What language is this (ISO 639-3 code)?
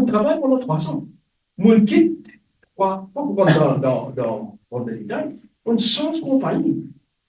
mfe